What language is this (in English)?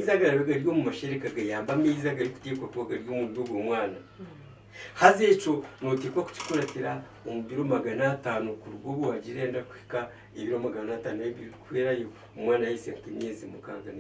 Nyankole